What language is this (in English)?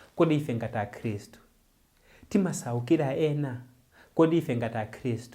Nyanja